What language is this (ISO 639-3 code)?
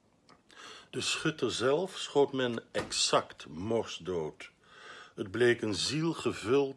nld